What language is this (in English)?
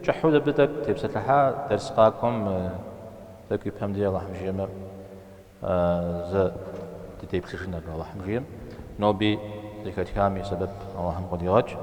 Kabardian